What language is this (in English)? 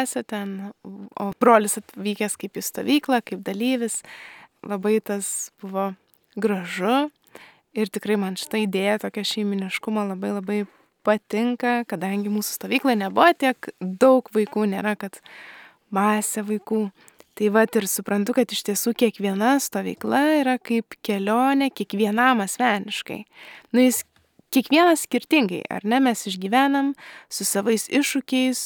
Lithuanian